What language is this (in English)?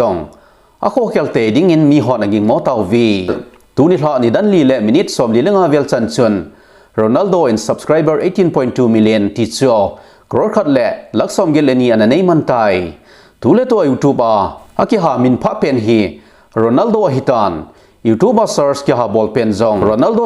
Thado Chin